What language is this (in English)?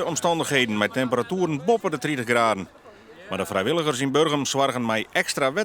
Western Frisian